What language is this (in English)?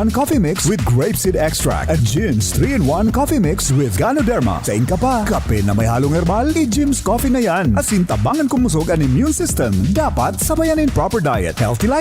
Bikol